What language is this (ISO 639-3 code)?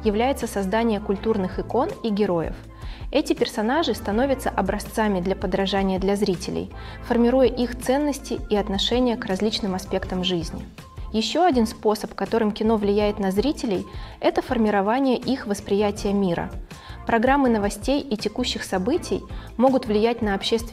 rus